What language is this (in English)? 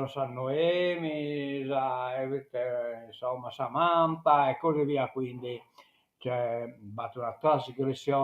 Sardinian